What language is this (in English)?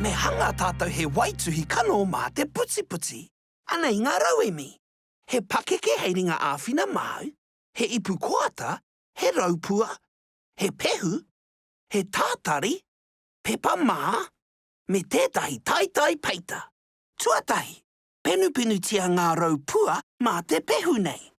Māori